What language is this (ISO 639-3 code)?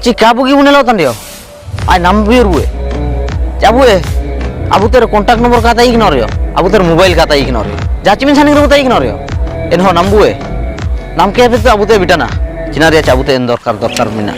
hoc